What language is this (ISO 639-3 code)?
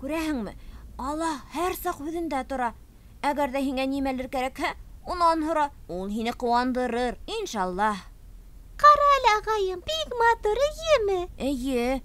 bak